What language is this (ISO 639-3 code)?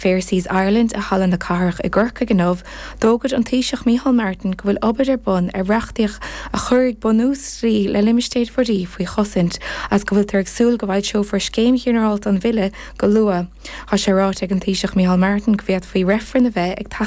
gle